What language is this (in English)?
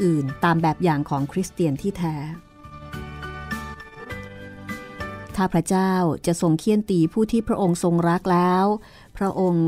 Thai